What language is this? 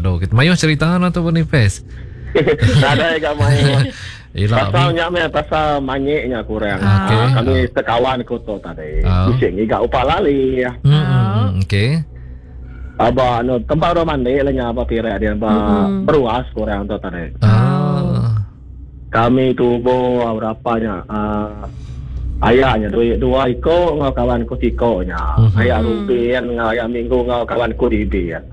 Iban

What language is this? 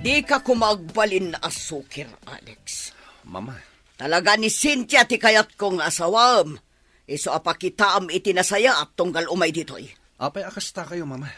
Iloko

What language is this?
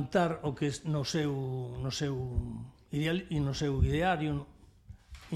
Galician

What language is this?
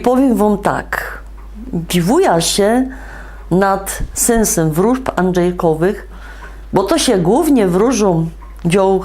Silesian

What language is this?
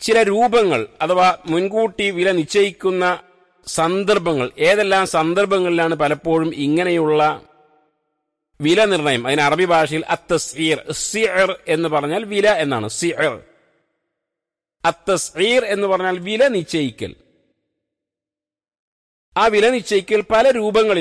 Malayalam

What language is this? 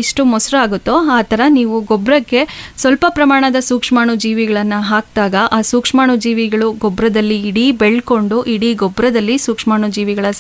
Kannada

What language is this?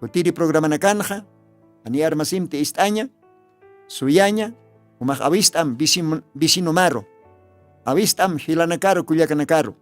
Aymara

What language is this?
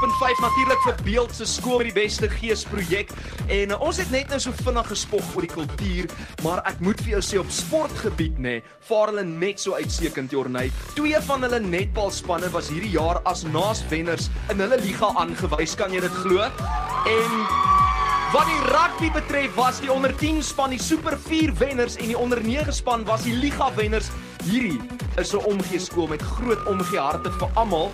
Afrikaans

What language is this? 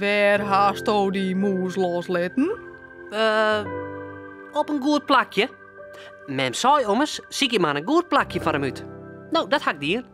Western Frisian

